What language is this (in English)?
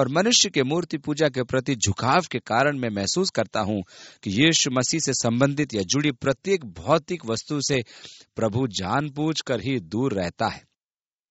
Hindi